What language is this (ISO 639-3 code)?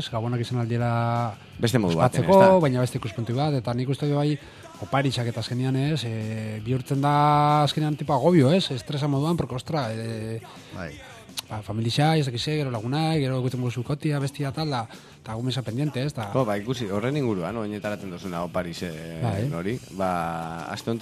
eus